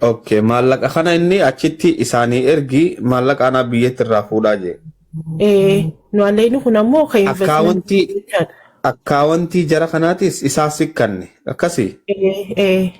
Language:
Oromo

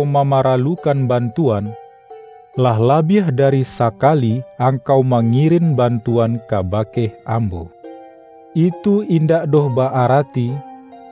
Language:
Minangkabau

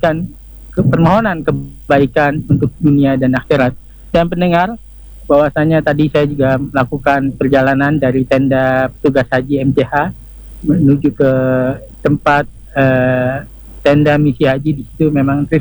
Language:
Indonesian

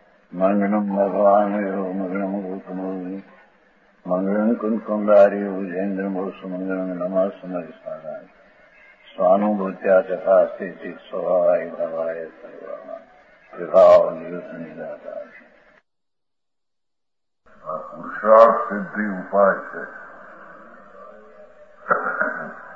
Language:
Gujarati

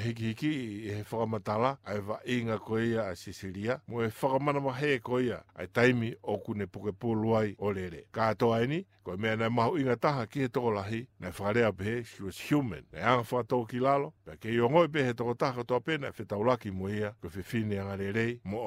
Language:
Tongan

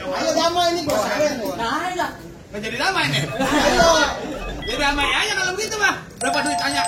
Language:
Betawi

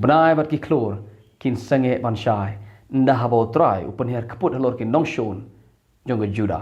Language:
Khasi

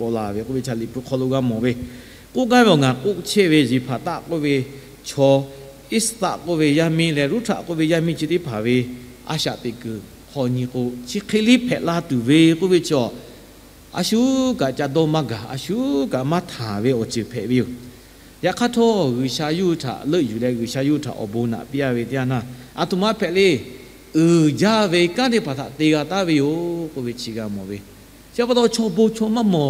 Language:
Lahu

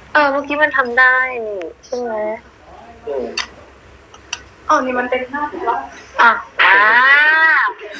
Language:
Thai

